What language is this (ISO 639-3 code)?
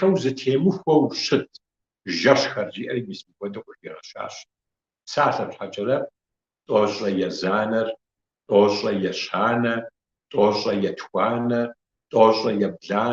kbd